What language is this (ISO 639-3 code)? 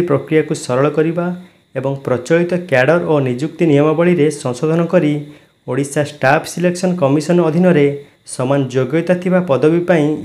ori